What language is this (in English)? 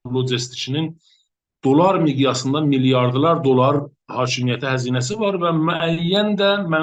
South Azerbaijani